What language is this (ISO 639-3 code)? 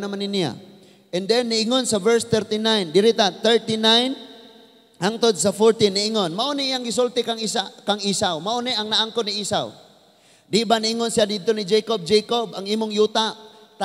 ceb